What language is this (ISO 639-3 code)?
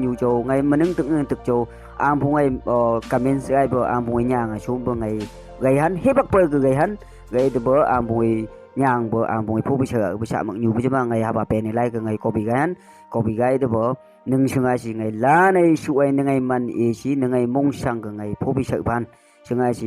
nph